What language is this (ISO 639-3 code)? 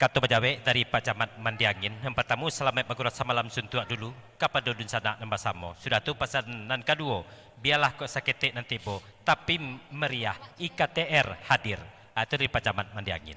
min